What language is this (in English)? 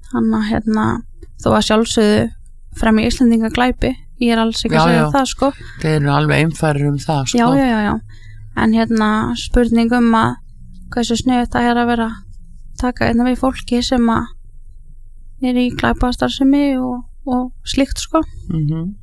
Icelandic